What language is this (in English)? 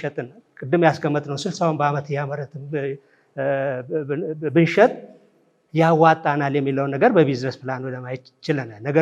Amharic